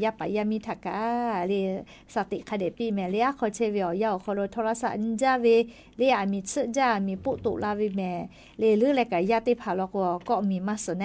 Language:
Lahu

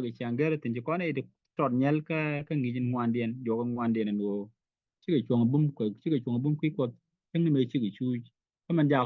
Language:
Nuer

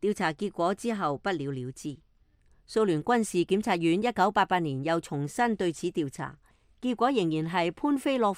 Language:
Cantonese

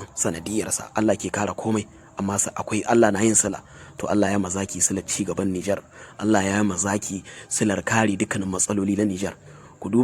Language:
Hausa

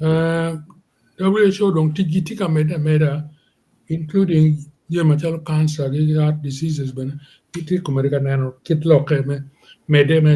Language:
Acoli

